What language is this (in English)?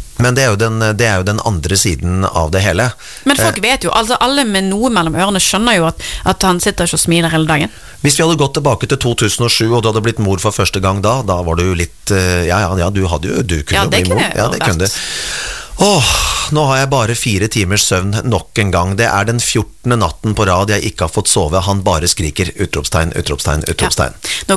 Norwegian